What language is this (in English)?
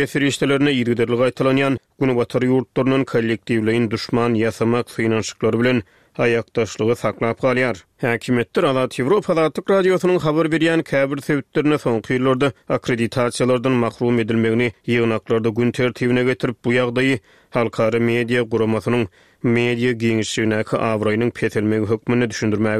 Turkmen